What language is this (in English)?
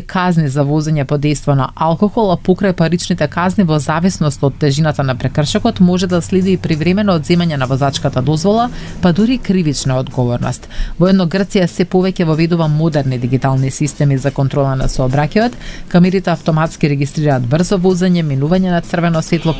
Macedonian